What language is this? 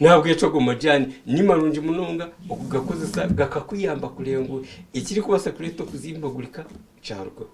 Nyankole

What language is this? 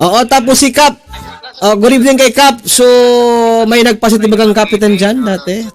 Bikol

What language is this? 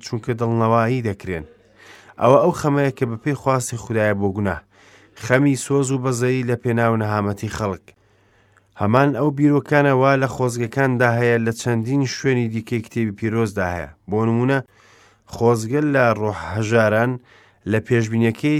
Central Kurdish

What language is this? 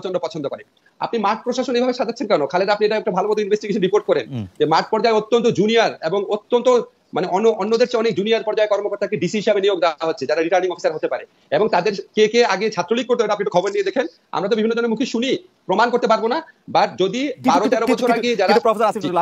Bangla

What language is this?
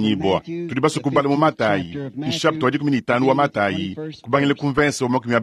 Luba-Lulua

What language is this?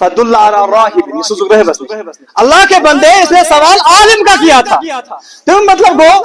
Kashmiri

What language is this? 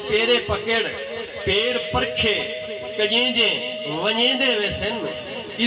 Saraiki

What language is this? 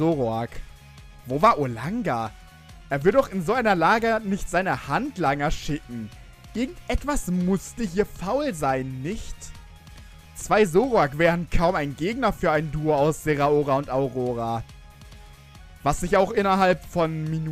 German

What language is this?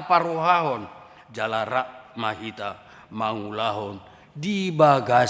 Batak Toba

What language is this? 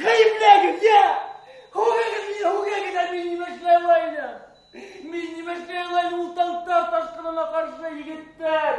Bashkir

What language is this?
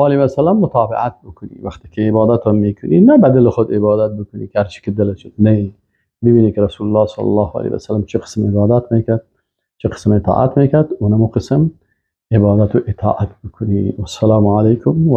Persian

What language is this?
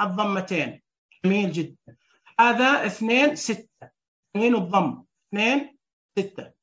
Najdi Arabic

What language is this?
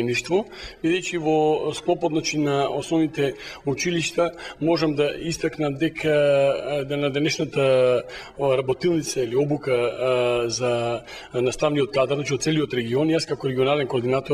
Macedonian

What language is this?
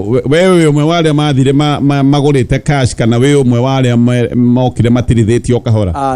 Kikuyu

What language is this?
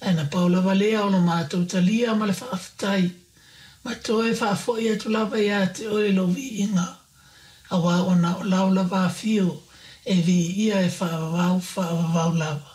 Samoan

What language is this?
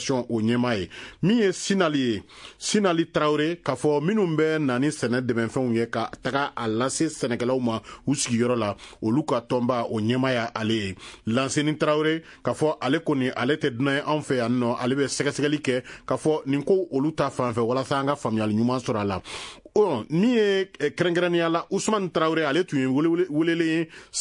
Bambara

